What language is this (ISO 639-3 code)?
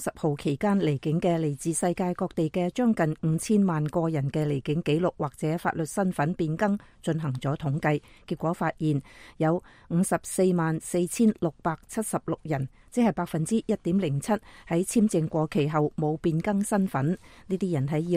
yue